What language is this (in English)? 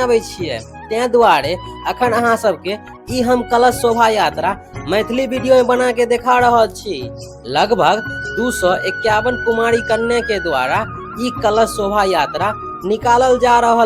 Maithili